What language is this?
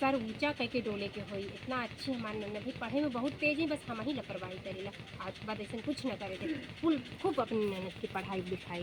Awadhi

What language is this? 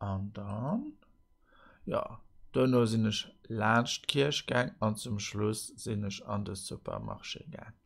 Luxembourgish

